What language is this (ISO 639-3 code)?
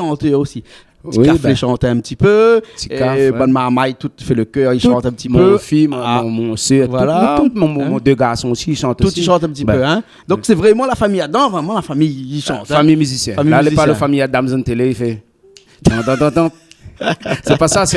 rcf